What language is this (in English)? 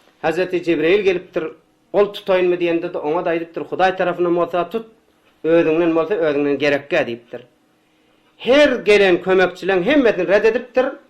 Turkmen